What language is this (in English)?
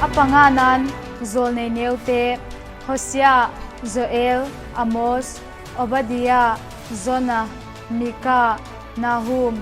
Vaiphei